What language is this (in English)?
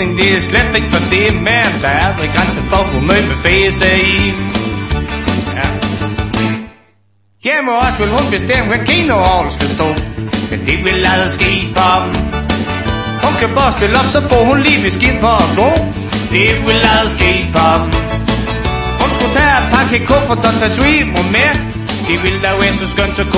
Danish